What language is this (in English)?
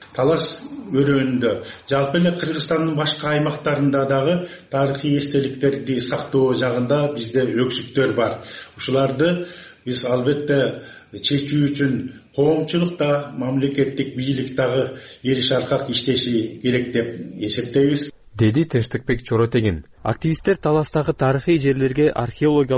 Kyrgyz